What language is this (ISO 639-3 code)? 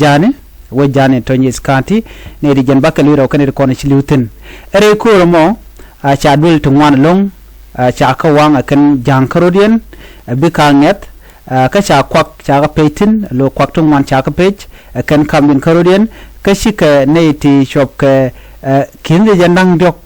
nus